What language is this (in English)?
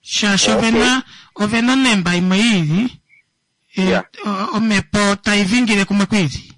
Kuanyama